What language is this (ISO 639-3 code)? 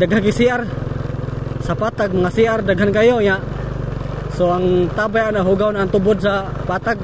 ceb